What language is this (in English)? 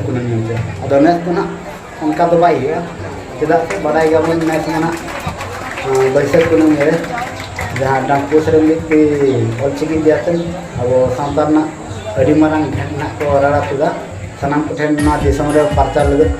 Santali